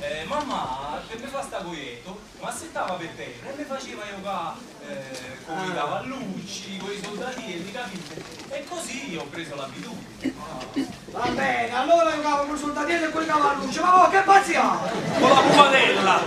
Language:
Neapolitan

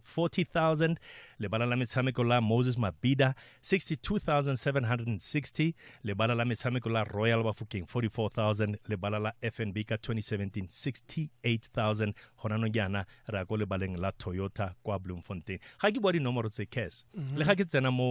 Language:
Tswana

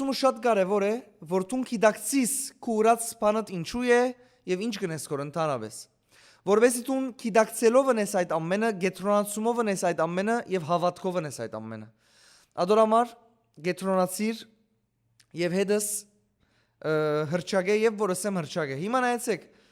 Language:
Western Armenian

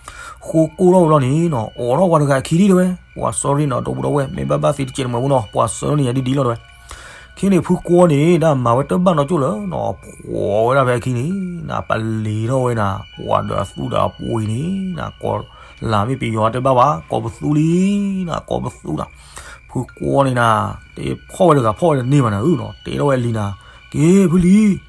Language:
S'gaw Karen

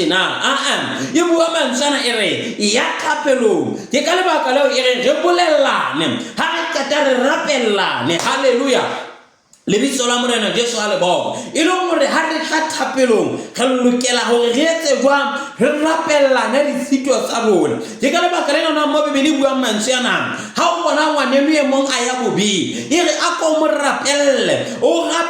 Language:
Southern Sotho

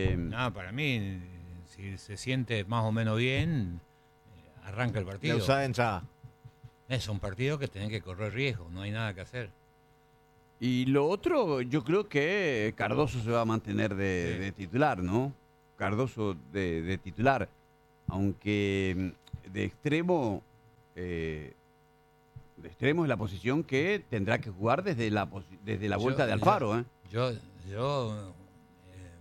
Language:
Spanish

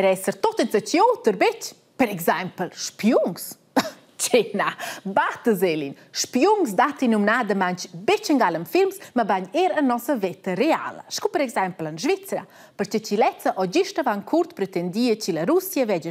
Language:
Romansh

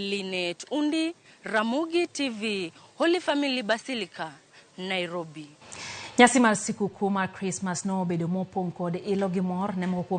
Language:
Luo (Kenya and Tanzania)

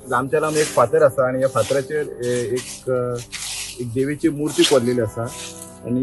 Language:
Konkani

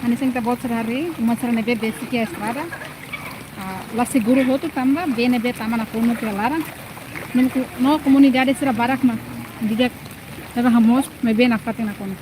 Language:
Tetum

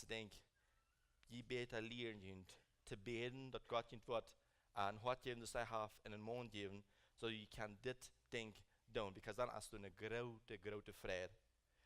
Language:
Plautdietsch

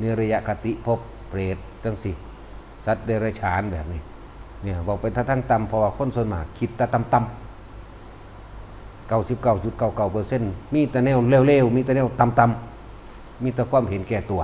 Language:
Northeastern Thai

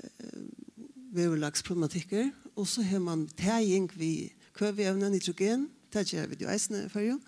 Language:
Faroese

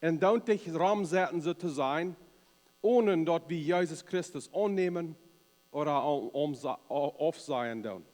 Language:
Plautdietsch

